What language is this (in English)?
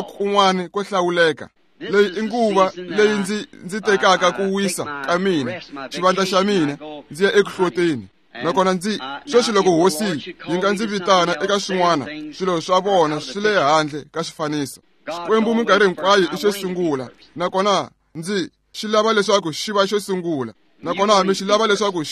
Tsonga